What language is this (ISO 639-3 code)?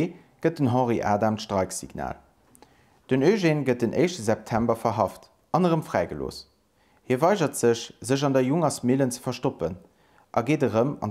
ltz